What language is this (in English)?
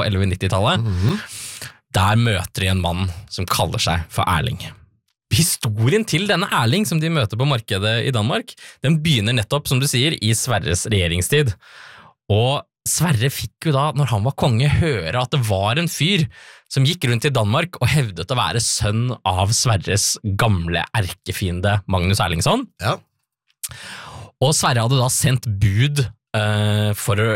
Norwegian